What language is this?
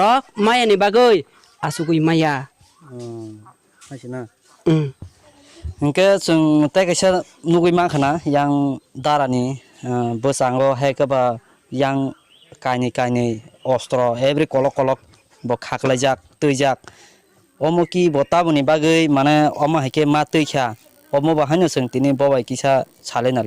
Kok Borok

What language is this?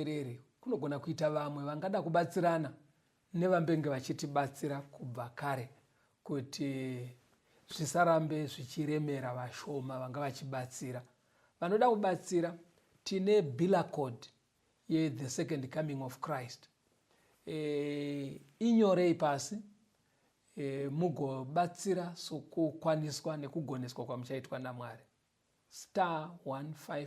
Shona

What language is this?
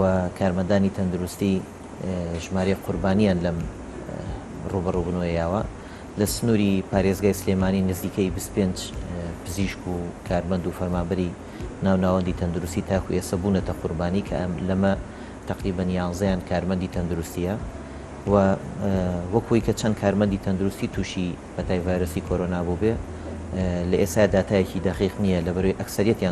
Central Kurdish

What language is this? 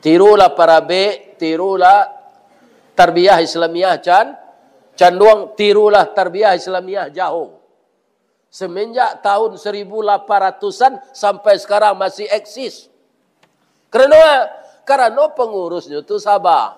Minangkabau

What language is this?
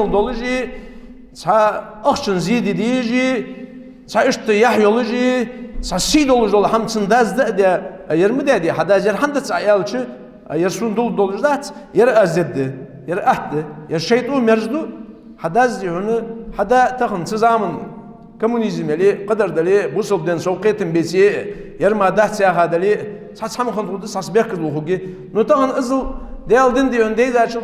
Ingush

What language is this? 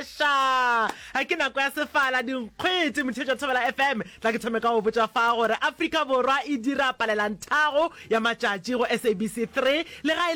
Northern Sotho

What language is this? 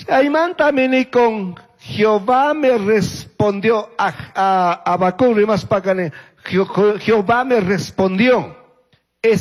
Chimborazo Highland Quichua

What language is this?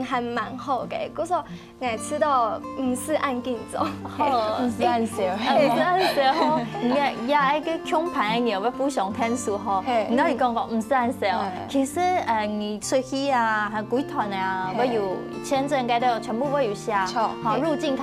Hakka Chinese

